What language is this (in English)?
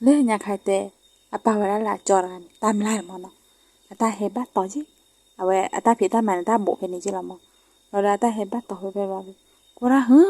S'gaw Karen